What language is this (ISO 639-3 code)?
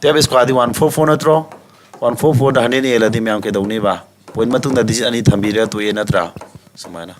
mni